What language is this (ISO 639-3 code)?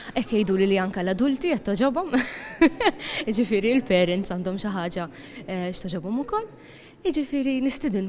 mlt